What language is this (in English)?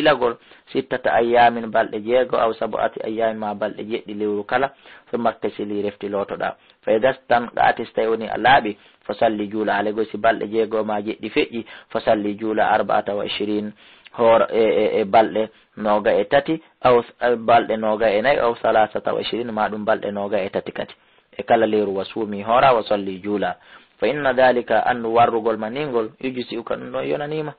Fula